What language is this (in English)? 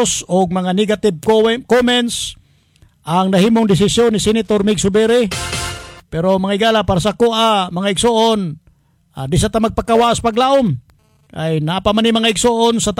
Cebuano